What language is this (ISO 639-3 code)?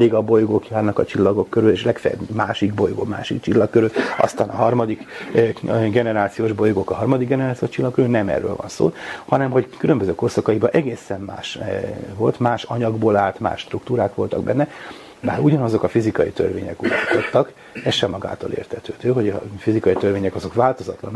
hun